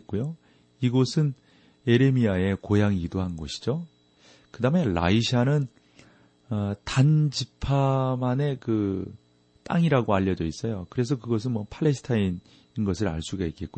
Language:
Korean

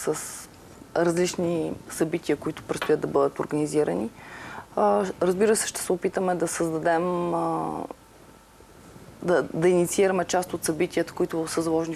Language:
Bulgarian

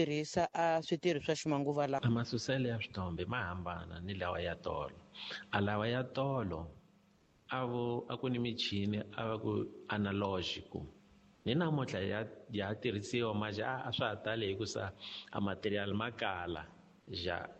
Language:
Tsonga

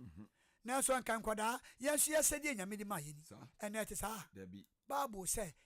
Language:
Akan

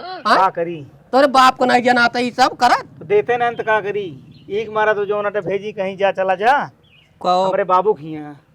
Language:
Awadhi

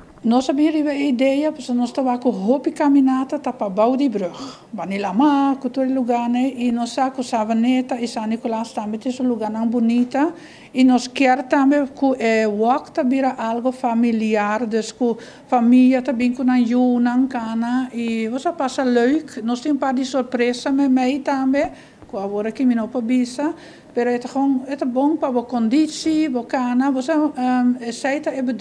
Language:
Papiamento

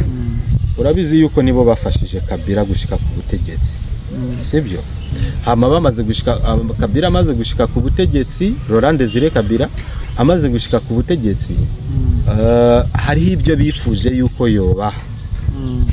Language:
Rundi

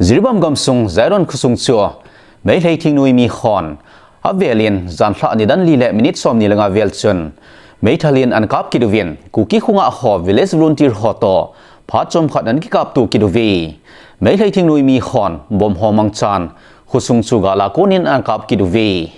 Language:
Thado Chin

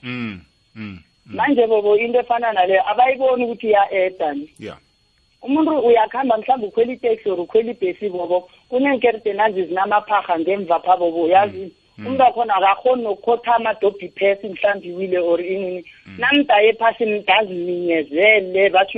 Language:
South Ndebele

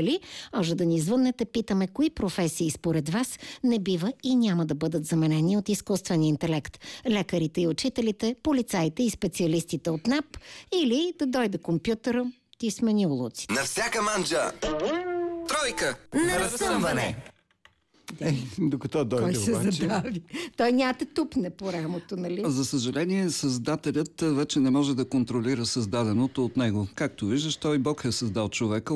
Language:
Bulgarian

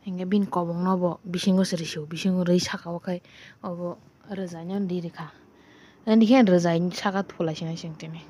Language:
Kok Borok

